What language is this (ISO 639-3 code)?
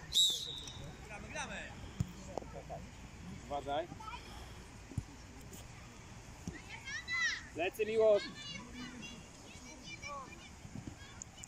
pol